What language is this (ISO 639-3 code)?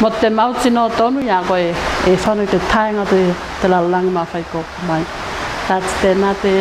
tvl